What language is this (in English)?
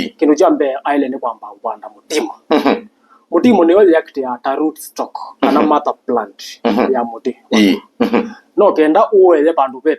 Kamba